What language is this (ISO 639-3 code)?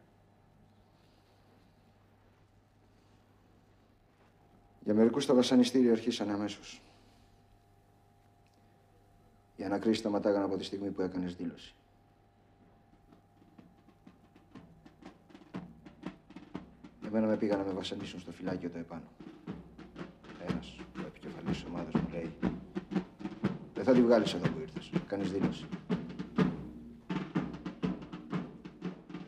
ell